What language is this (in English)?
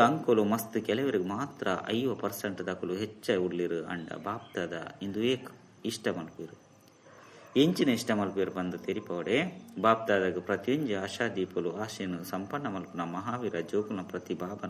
Tulu